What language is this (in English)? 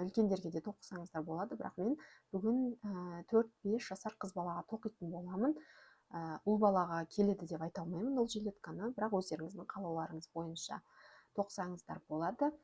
Kazakh